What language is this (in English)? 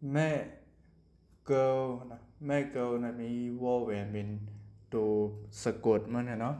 Shan